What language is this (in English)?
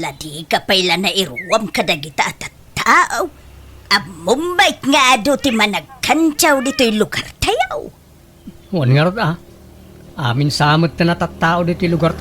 Iloko